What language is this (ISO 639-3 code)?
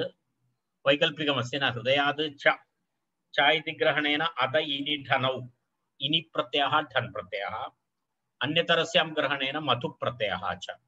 san